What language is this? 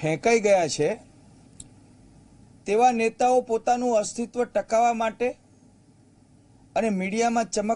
Gujarati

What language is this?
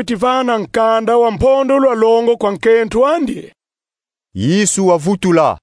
Kongo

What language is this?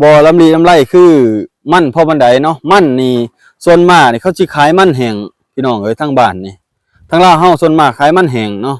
Lao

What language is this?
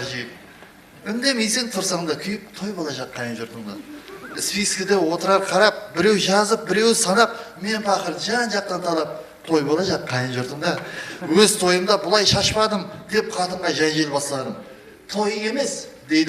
Kara-Kalpak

